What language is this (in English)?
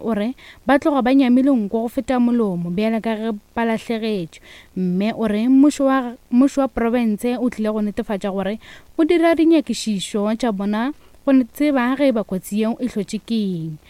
Northern Sotho